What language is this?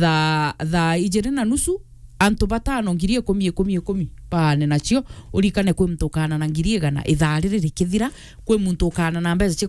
Meru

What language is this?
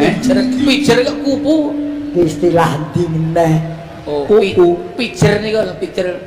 Javanese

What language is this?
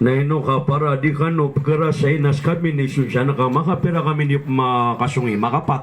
Maranao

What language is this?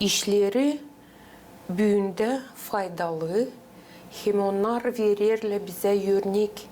Gagauz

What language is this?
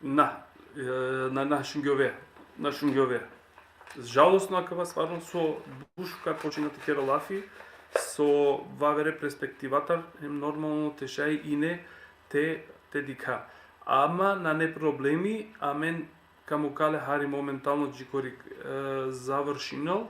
Balkan Romani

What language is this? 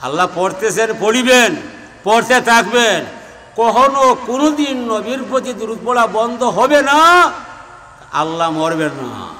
Sylheti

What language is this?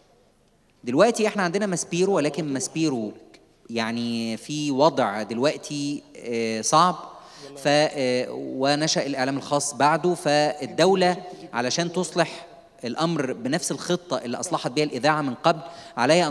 Egyptian Arabic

